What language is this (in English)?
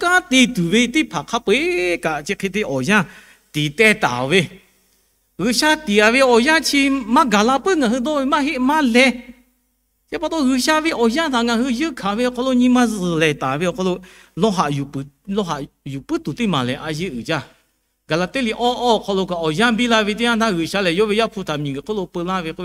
Lahu